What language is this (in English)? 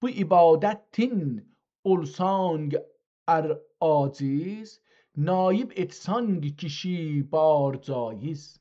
South Azerbaijani